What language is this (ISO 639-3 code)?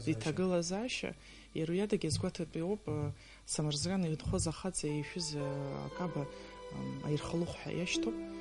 abk